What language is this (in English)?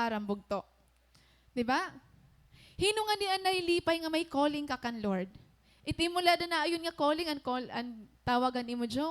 Waray